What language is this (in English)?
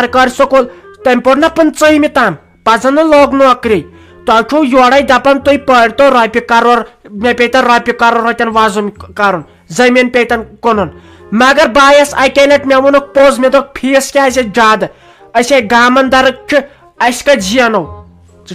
Kashmiri